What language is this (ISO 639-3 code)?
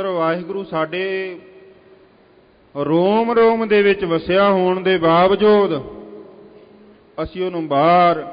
pan